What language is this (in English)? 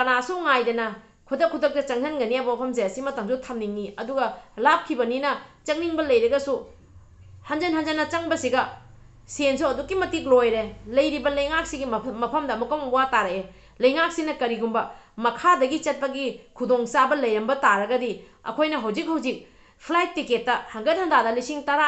Manipuri